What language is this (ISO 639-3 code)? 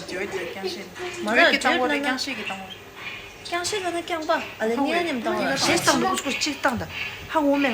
bod